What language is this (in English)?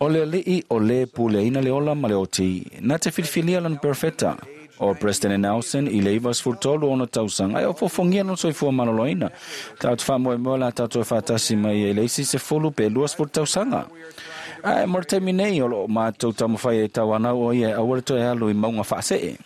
Samoan